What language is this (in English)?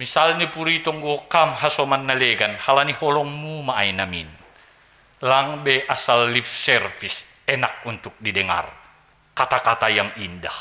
Batak Simalungun